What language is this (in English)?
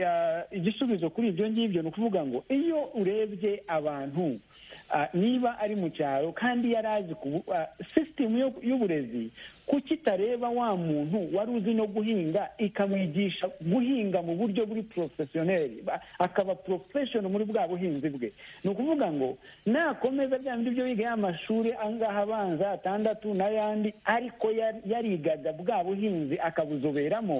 Kinyarwanda